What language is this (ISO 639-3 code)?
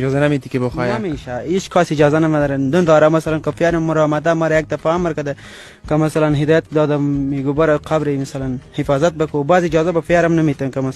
fas